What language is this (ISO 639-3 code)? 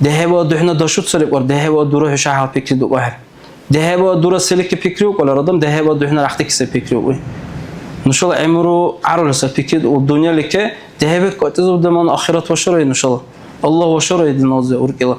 dar